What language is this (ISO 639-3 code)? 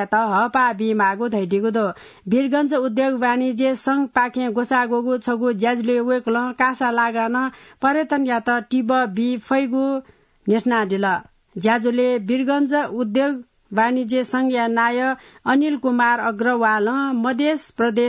new